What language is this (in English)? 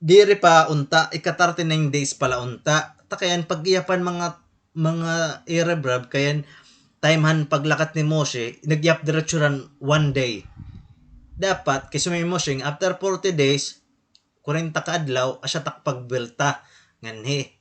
Waray